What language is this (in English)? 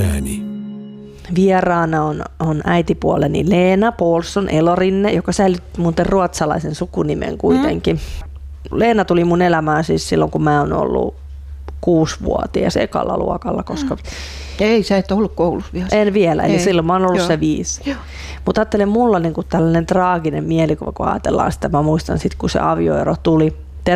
Finnish